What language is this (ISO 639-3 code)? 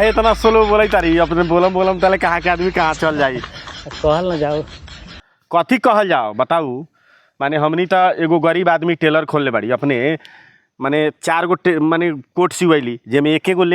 bho